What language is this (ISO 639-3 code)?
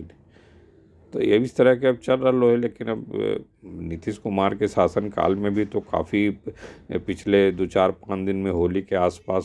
mag